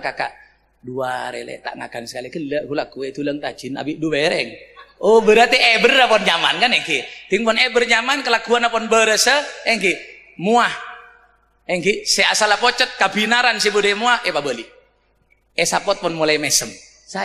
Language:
Madurese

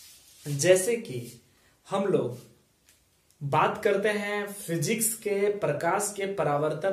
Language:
Hindi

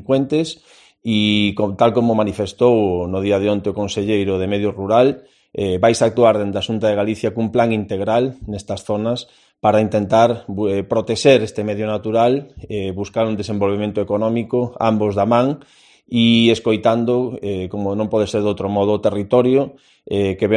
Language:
Galician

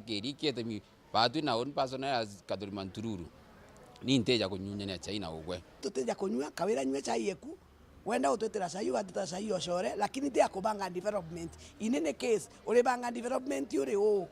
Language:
Meru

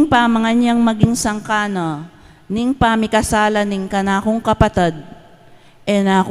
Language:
Pampanga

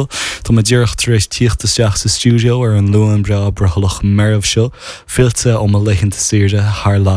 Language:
Irish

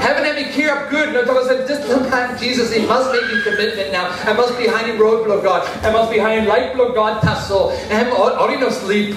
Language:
Tok Pisin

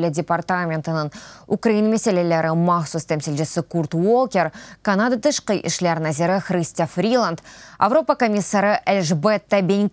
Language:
Crimean Tatar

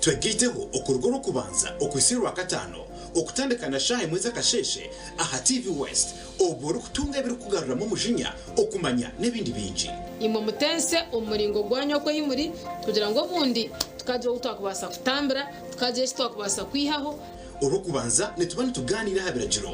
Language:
Nyankole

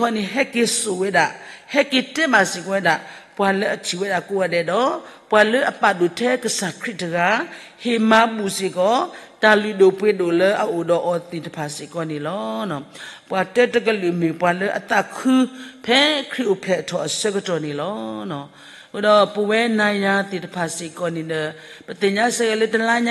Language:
S'gaw Karen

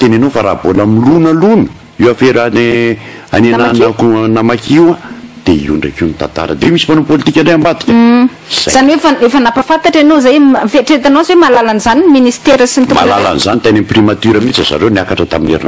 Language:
Malagasy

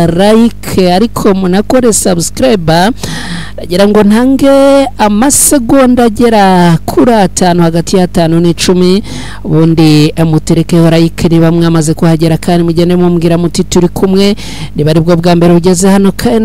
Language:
Kinyarwanda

